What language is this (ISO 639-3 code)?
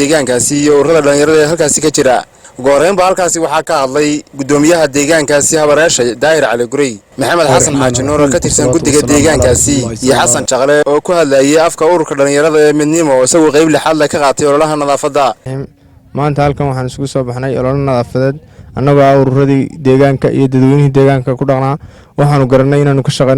som